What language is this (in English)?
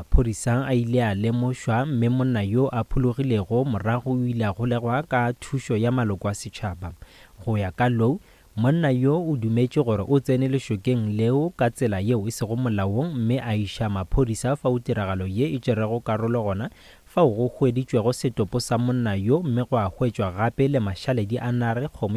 Northern Sotho